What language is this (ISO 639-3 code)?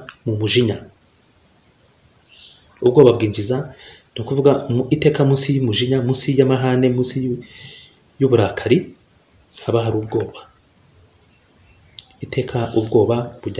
kin